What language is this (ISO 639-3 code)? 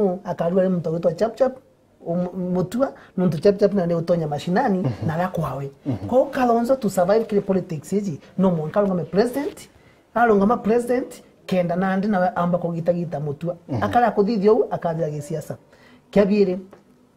mer